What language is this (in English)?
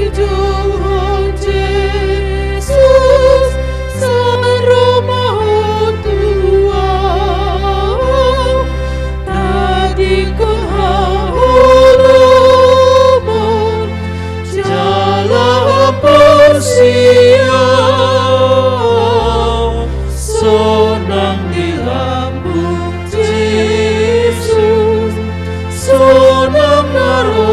Batak Toba